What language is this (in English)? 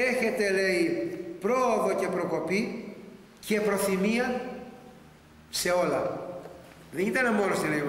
Greek